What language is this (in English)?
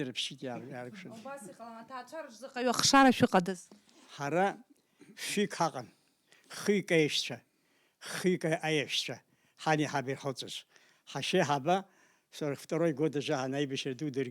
Abkhazian